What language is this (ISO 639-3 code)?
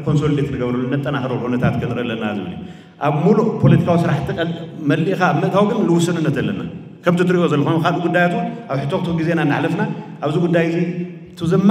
tir